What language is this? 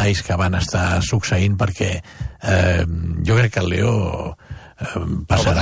Catalan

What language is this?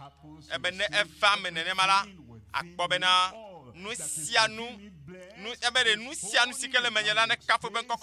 Ewe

